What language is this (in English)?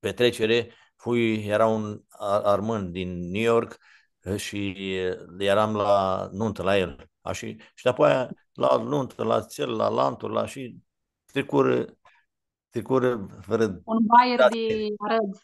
Aromanian